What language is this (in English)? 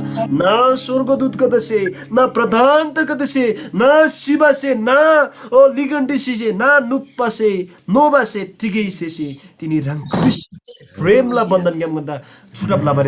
Eastern Tamang